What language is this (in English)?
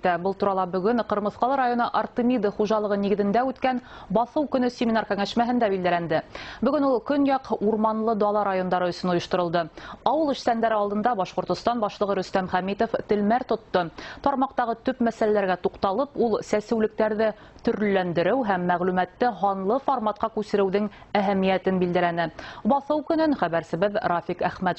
Bashkir